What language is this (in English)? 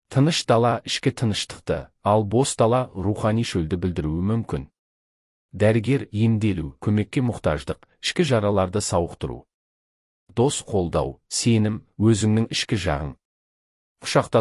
Kazakh